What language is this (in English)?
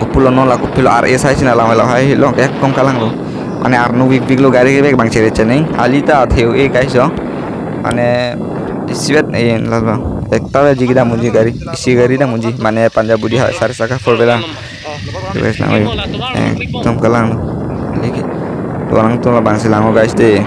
Karbi